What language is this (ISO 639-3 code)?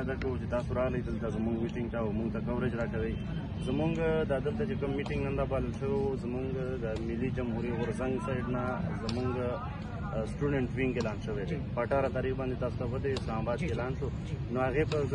pus